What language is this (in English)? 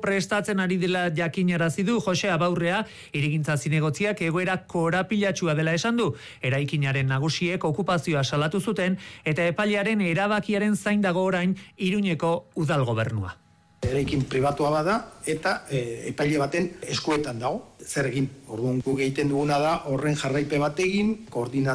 Basque